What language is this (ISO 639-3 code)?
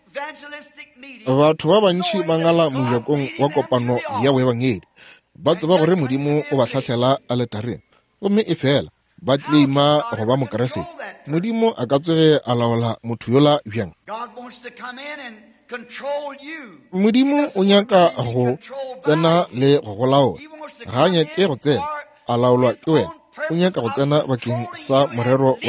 nso